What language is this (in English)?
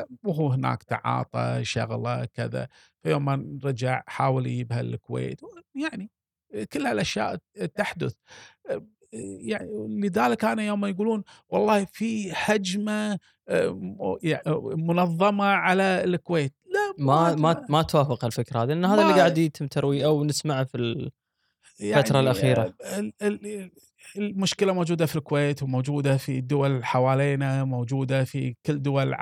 Gulf Arabic